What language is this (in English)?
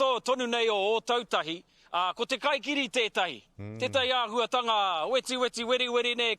Māori